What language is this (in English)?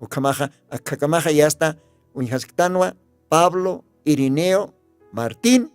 Aymara